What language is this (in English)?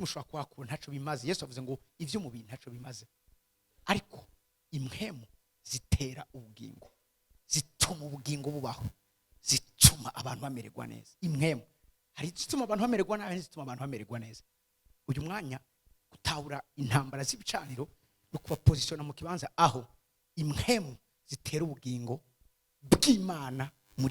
Rundi